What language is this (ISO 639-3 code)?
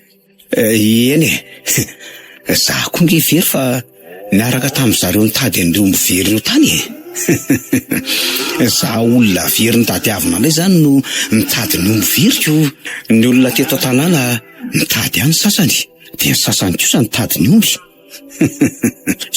mlg